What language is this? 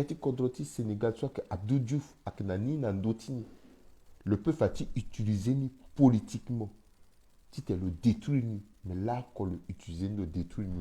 Sango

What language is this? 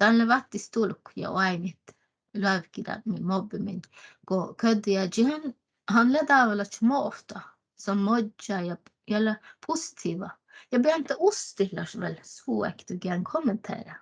Northern Sami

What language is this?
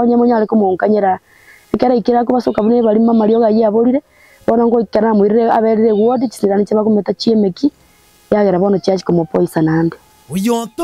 Gusii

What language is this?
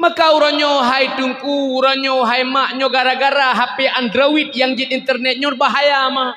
Achinese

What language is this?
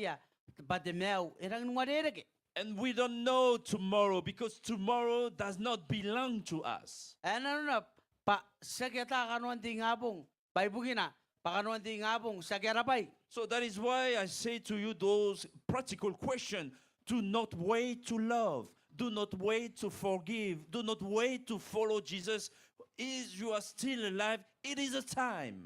Gilbertese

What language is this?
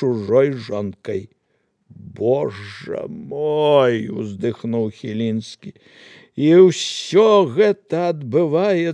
Belarusian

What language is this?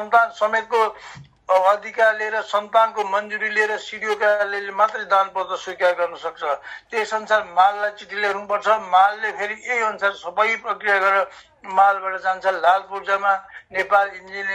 Nepali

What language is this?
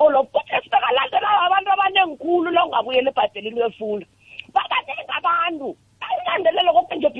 South Ndebele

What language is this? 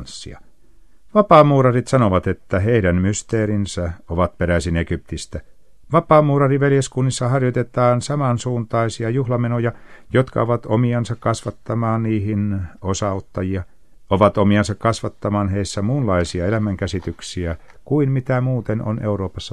Finnish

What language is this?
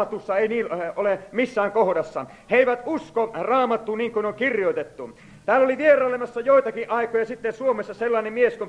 Finnish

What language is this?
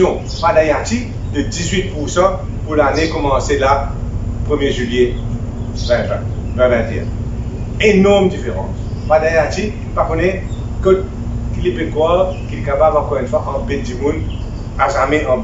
Morisyen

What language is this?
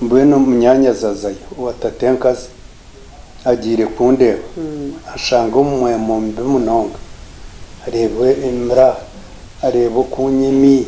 Nyankole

